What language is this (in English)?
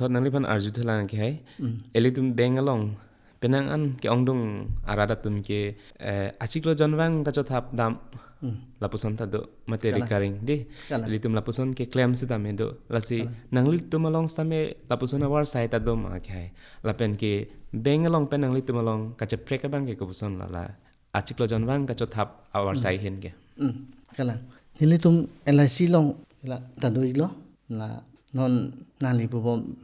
Karbi